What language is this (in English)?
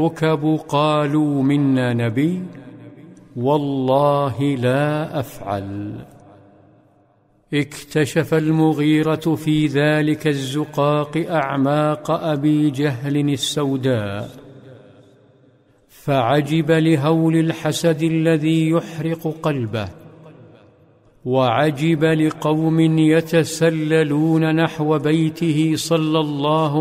Arabic